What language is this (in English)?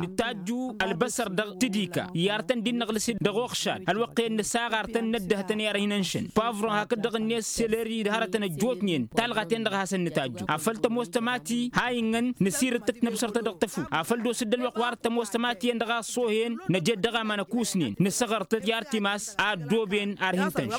Tamasheq